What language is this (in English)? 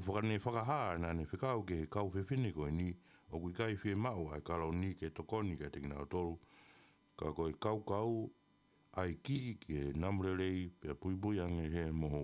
Tongan